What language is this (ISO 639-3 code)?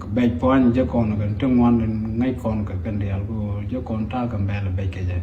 nus